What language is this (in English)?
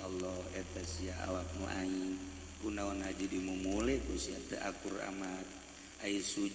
Sundanese